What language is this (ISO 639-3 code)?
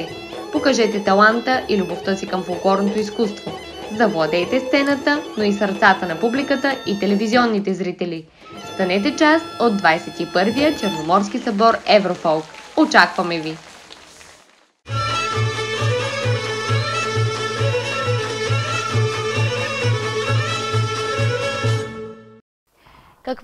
bul